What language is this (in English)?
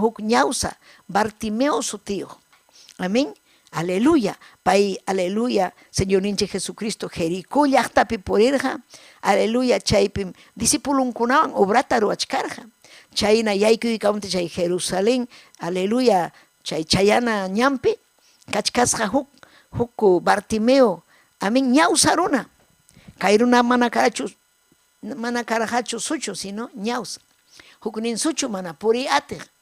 Ayacucho Quechua